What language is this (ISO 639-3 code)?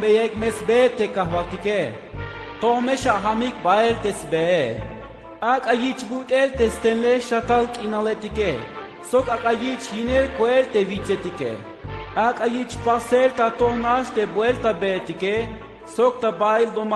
tzh